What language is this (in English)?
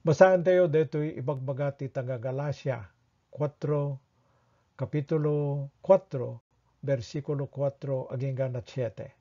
Iloko